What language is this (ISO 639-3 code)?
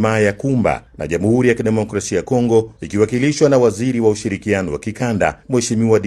swa